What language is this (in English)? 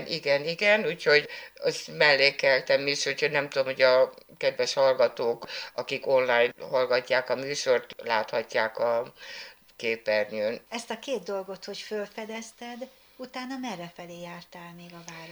Hungarian